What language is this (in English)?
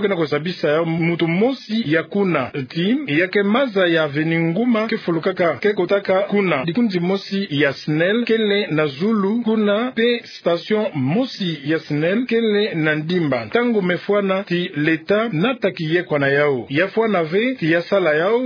Kituba (Democratic Republic of Congo)